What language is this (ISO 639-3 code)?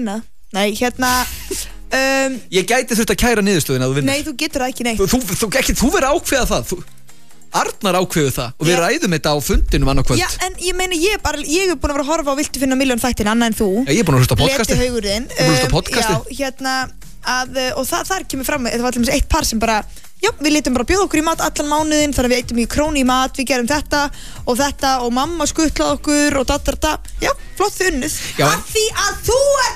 isl